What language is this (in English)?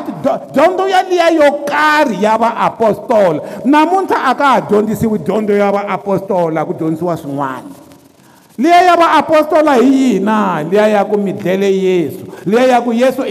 Tsonga